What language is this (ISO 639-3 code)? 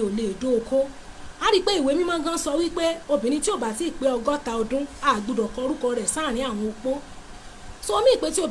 yor